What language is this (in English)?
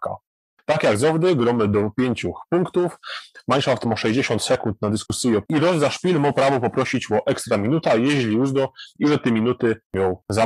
Silesian